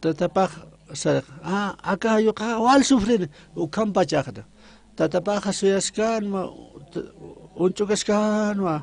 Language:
Aymara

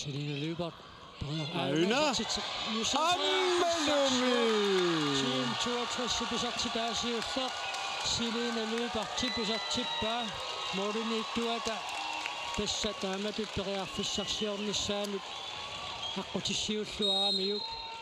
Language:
Kalaallisut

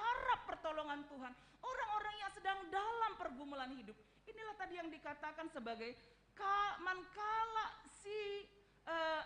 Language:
Batak Karo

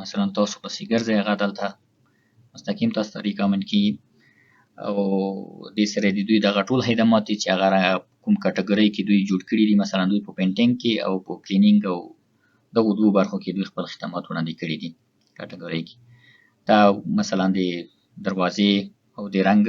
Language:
Pashto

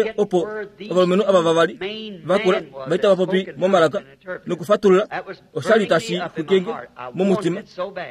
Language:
Kuanyama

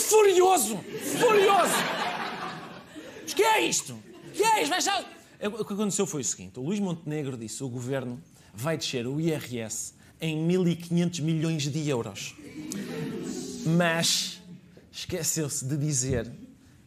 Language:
Portuguese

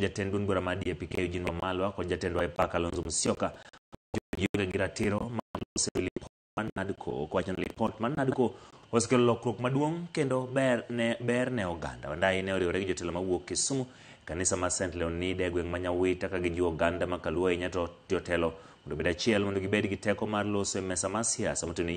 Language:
Luo (Kenya and Tanzania)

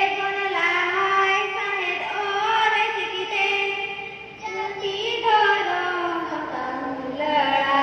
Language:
Santali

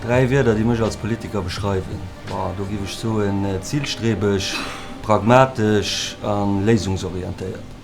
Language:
Luxembourgish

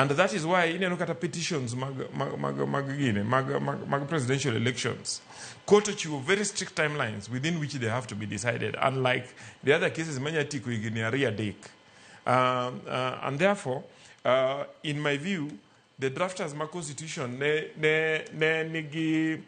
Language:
Luo (Kenya and Tanzania)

